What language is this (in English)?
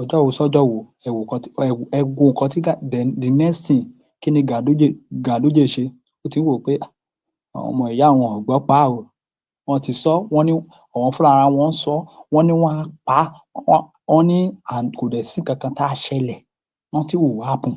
Yoruba